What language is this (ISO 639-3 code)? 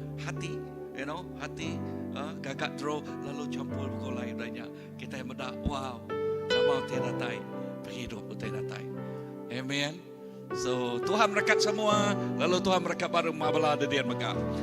iba